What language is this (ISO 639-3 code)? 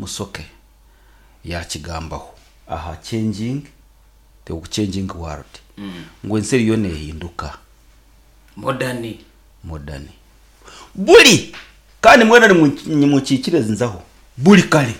nyn